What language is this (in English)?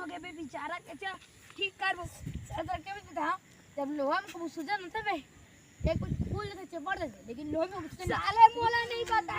Chhattisgarhi